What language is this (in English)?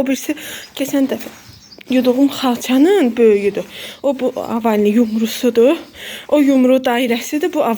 Azerbaijani